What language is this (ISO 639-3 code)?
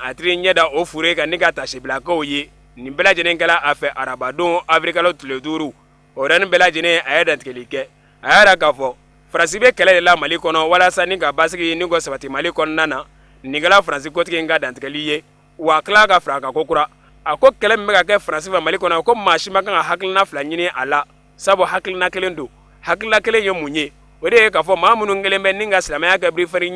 bam